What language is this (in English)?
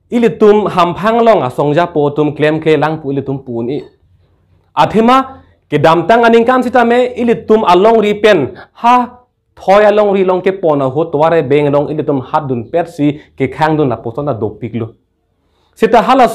Karbi